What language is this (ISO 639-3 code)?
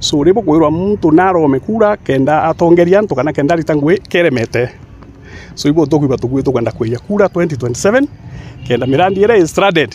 mer